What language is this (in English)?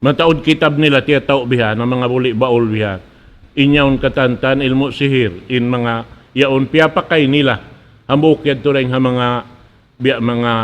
Tausug